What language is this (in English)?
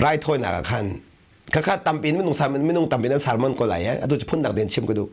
Hakha Chin